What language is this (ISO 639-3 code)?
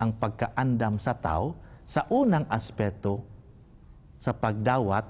ceb